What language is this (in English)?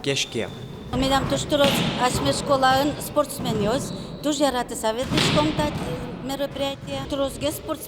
Udmurt